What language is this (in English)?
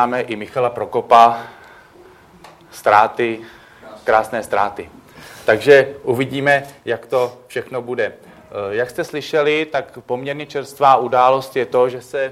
Czech